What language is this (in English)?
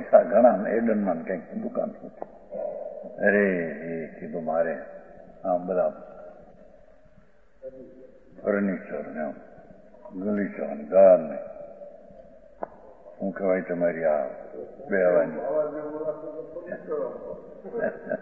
Gujarati